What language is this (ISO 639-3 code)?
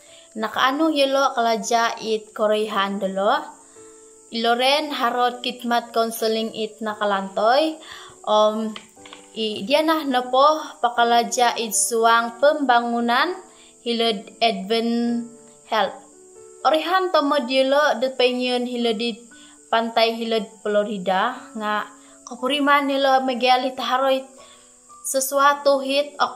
dtp